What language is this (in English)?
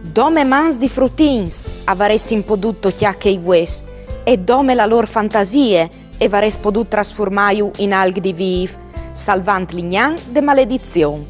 Friulian